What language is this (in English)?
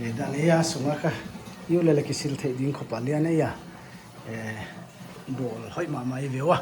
Paite Chin